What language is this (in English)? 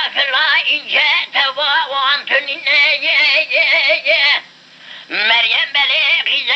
Kurdish